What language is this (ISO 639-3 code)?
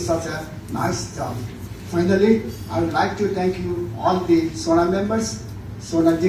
new